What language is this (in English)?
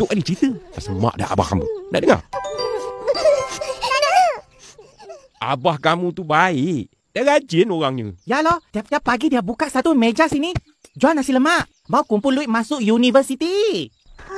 Malay